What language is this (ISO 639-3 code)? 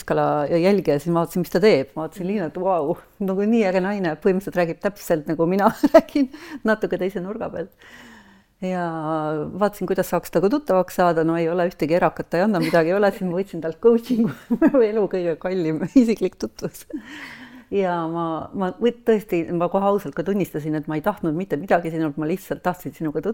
est